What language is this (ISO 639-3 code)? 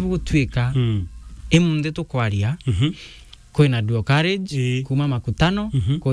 mer